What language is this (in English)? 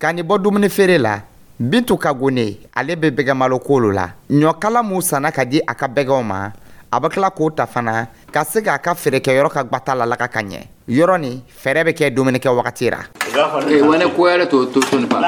Dyula